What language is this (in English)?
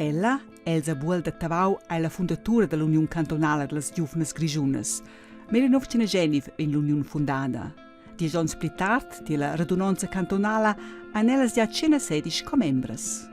Romansh